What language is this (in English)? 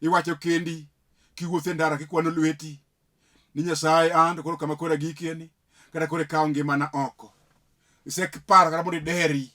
Luo (Kenya and Tanzania)